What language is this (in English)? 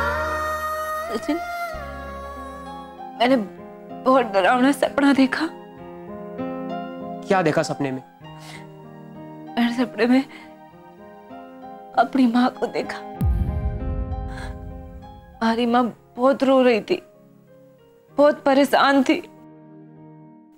Hindi